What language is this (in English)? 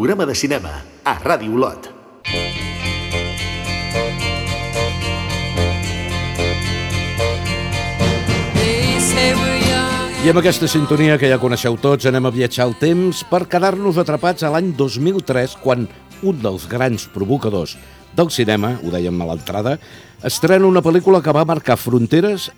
Catalan